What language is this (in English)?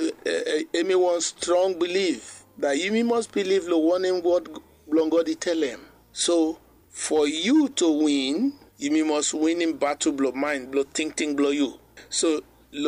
Bislama